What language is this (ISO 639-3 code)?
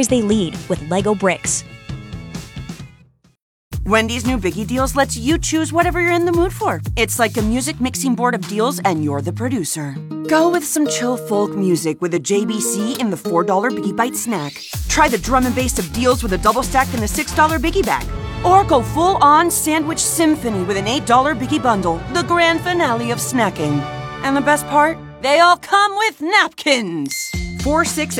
eng